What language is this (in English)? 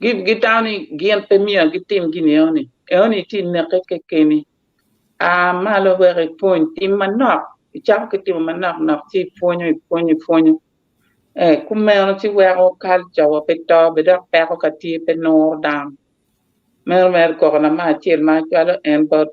Acoli